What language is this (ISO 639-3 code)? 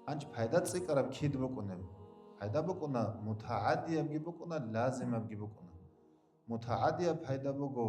ava